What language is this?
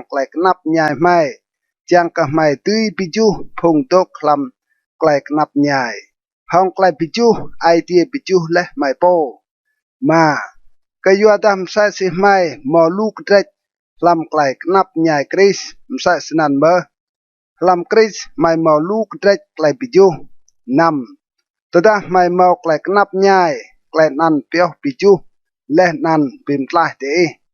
Rade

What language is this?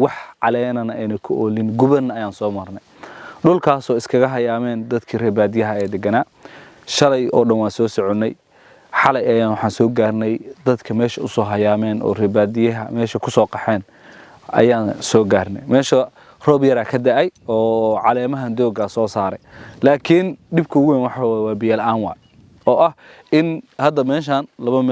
Somali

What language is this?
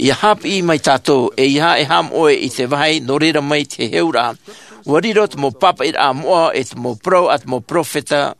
Tahitian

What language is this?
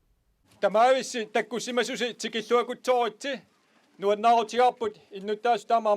Kalaallisut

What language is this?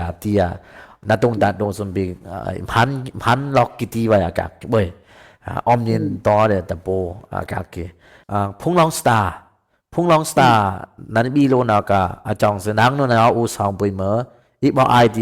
Dimasa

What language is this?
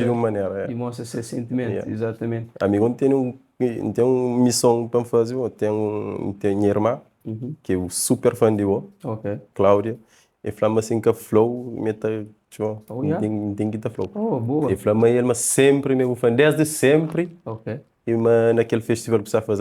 Kabuverdianu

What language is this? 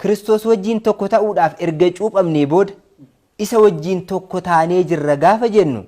Oromo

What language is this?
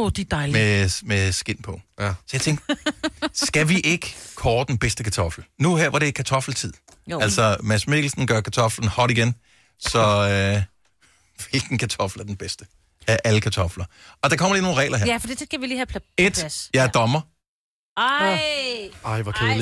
Danish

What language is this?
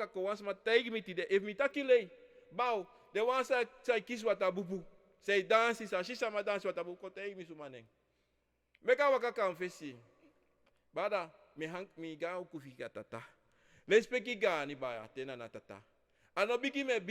Sranan Tongo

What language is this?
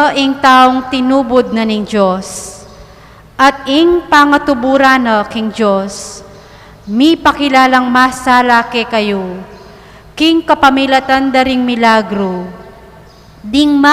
Pampanga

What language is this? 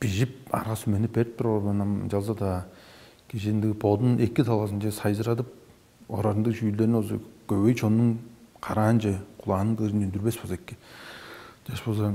Tuvinian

